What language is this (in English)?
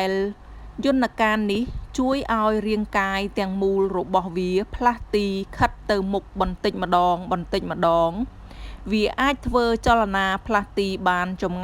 Khmer